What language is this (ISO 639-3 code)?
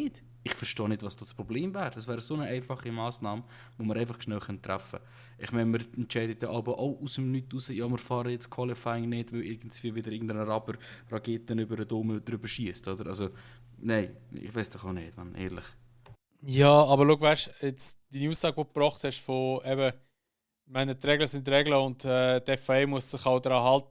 gsw